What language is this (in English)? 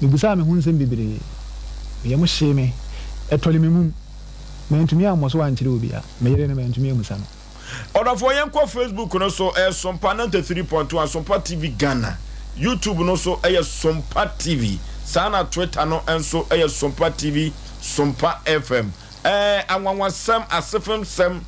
Akan